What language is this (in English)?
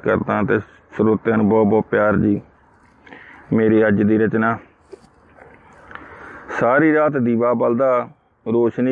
Punjabi